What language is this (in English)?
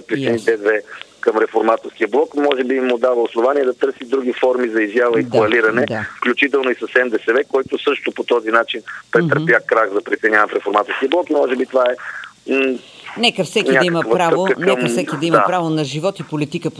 Bulgarian